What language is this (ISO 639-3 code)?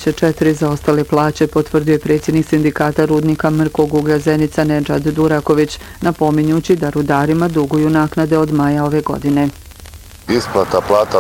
bos